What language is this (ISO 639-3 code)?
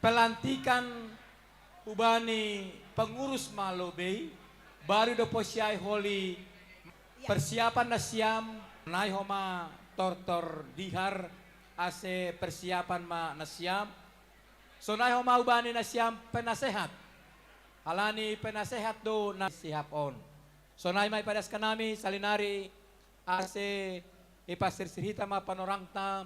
bts